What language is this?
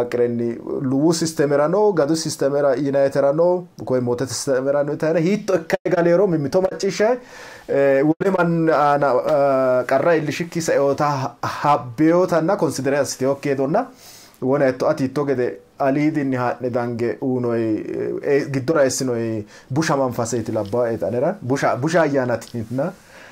Sidamo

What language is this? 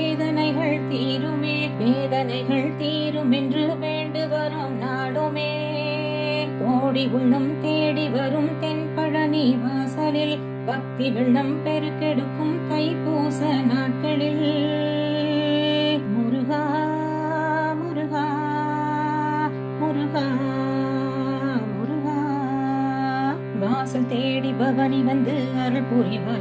Tamil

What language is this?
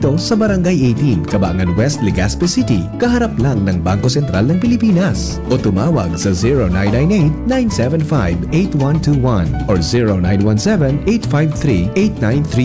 Bikol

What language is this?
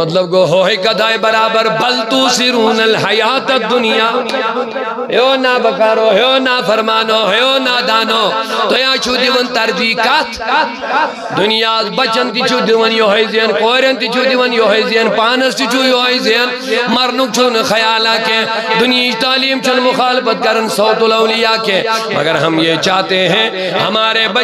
Kashmiri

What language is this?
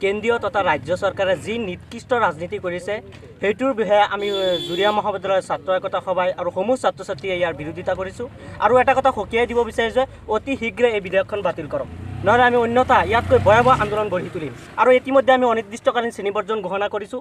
Assamese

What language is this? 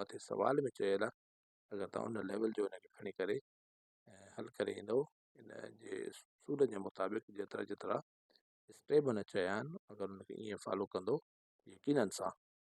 Sindhi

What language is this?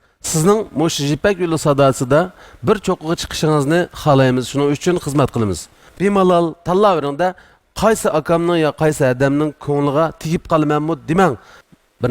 Uyghur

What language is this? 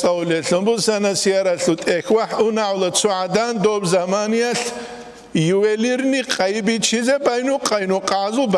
Avaric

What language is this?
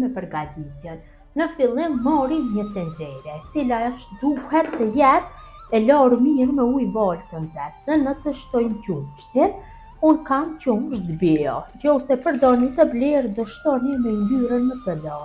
Albanian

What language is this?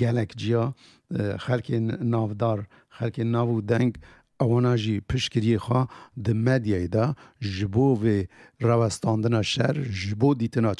Kurdish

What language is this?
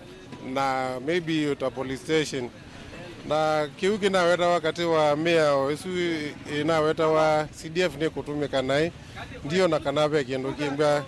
Kamba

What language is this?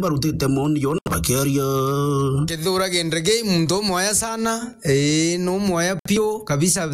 Meru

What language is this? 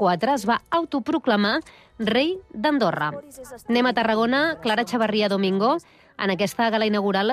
Catalan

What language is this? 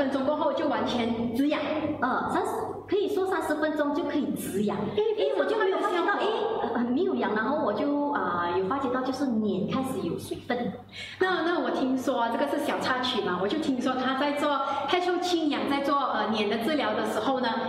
Chinese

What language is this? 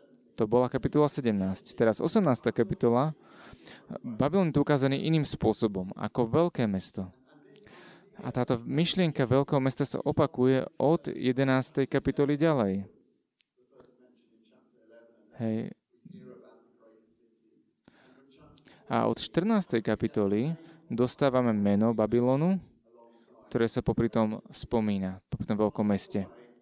Slovak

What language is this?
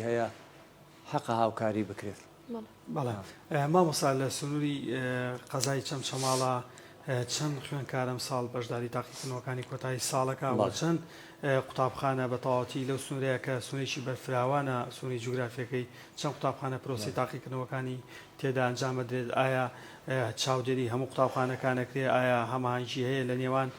Central Kurdish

